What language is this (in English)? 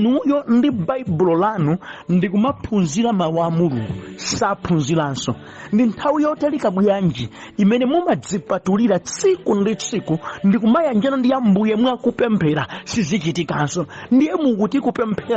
Nyanja